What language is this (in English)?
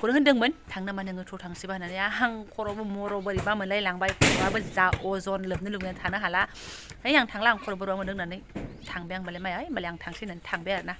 Bodo